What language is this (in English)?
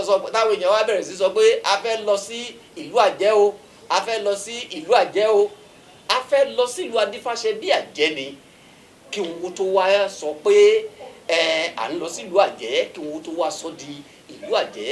Yoruba